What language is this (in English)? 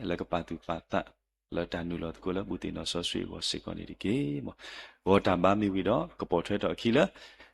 S'gaw Karen